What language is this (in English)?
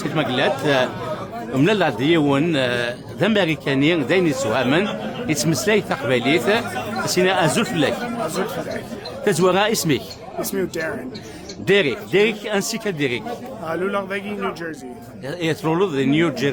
Kabyle